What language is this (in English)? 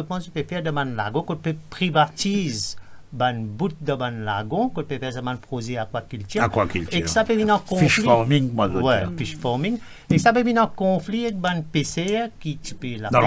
Morisyen